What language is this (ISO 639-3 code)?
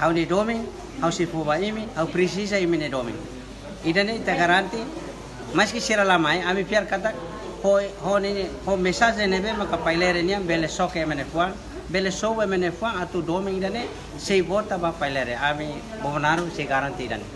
tet